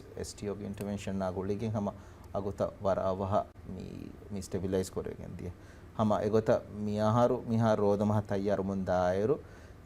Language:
Divehi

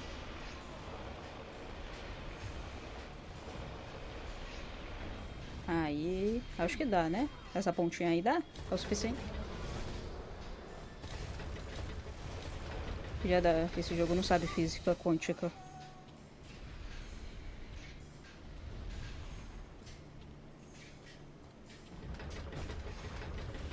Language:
Portuguese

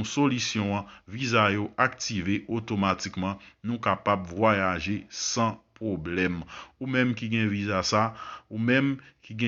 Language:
Haitian Creole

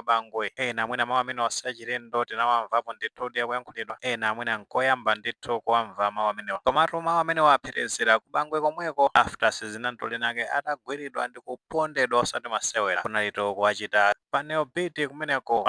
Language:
Nyanja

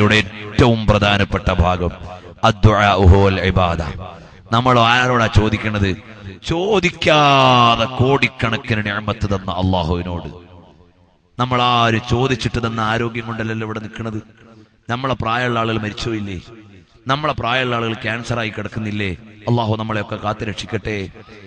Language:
Malayalam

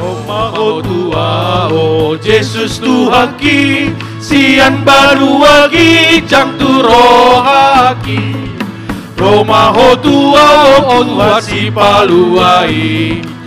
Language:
Batak Toba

